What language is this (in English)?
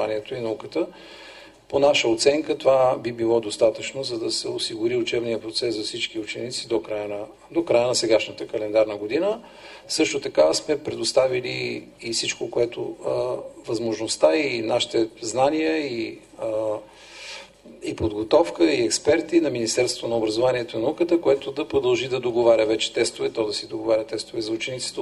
Bulgarian